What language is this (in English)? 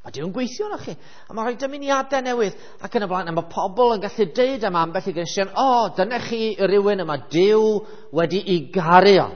Welsh